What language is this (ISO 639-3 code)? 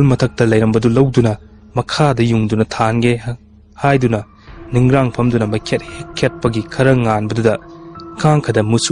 mni